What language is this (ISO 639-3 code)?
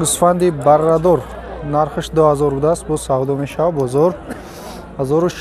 tgk